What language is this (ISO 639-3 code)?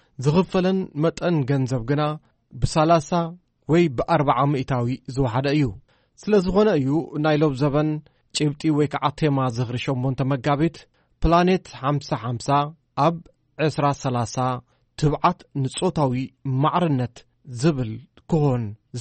tir